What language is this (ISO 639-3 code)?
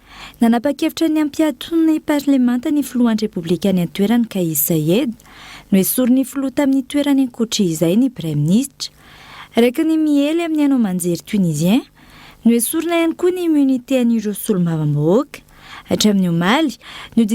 mlg